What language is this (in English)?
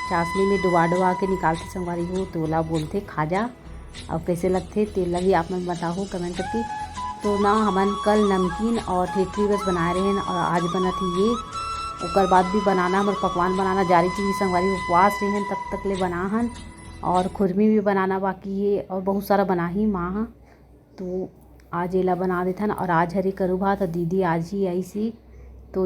Chhattisgarhi